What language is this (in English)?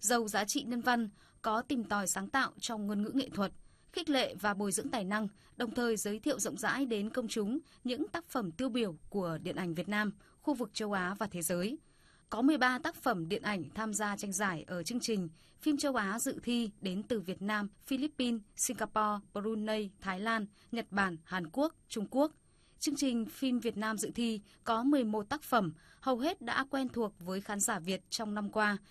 Vietnamese